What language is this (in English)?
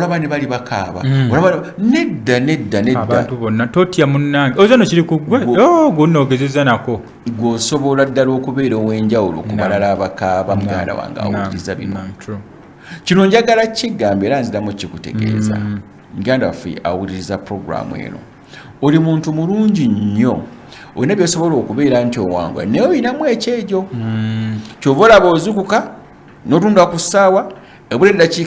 Ganda